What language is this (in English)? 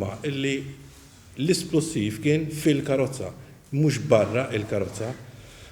Maltese